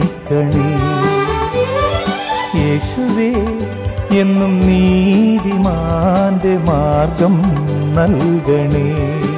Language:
Malayalam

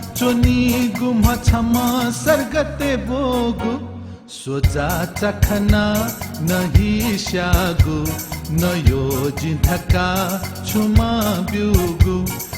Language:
Newari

